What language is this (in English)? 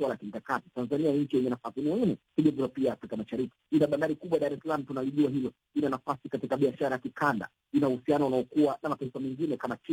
Swahili